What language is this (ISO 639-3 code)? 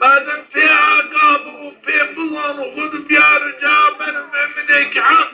zza